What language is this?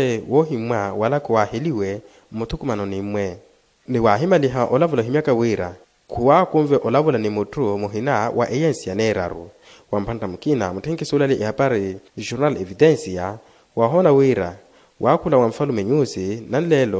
Makhuwa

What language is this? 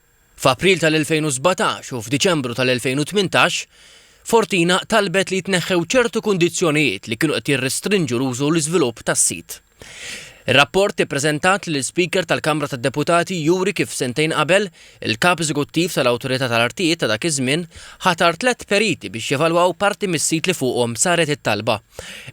Maltese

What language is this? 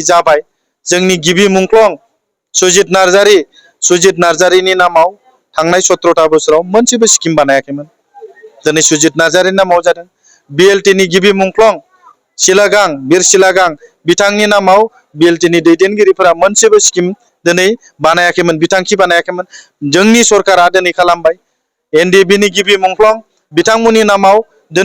Bodo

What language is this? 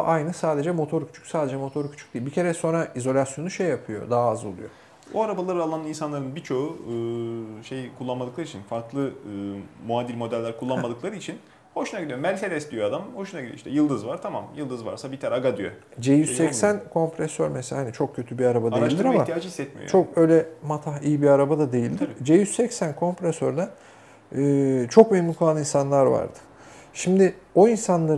Turkish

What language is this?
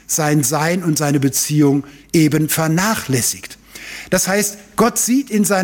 German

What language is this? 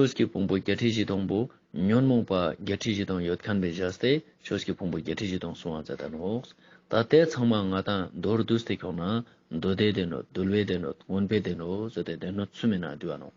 Ladakhi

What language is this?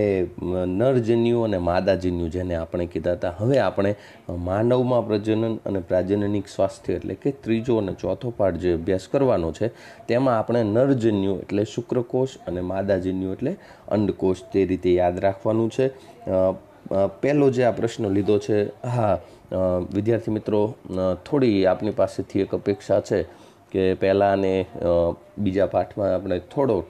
Gujarati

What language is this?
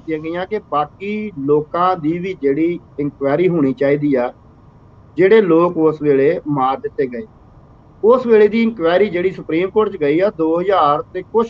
Punjabi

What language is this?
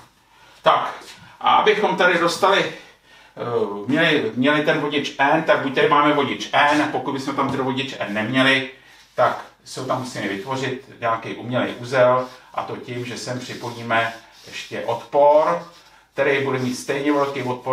Czech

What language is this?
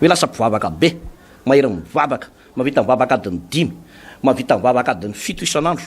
Malagasy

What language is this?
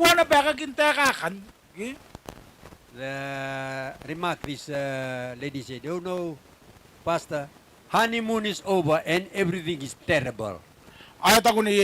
Gilbertese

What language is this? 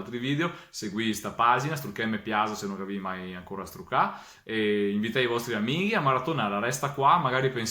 Venetian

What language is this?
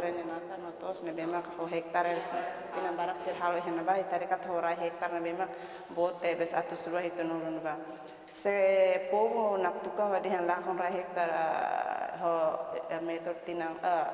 Tetum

